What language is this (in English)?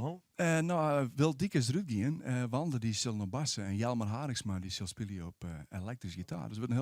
Western Frisian